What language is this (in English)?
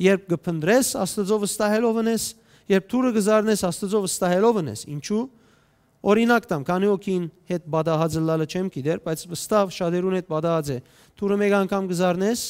Western Armenian